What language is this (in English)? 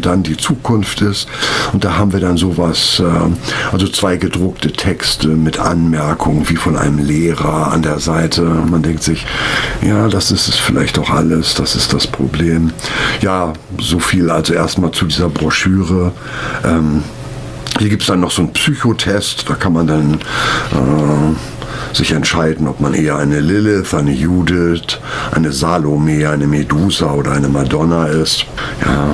German